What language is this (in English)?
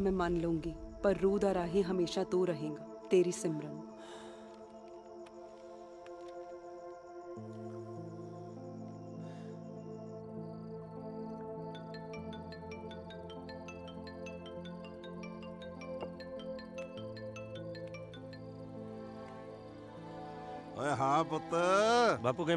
Punjabi